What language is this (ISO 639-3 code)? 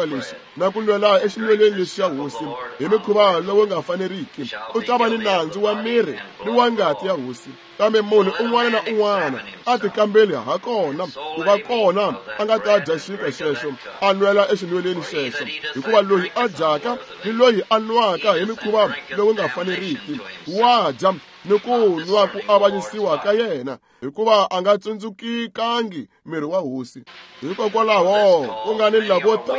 tso